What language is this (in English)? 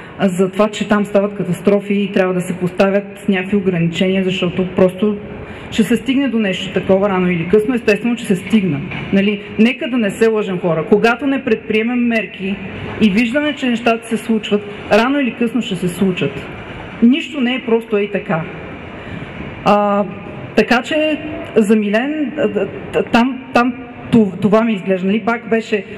Bulgarian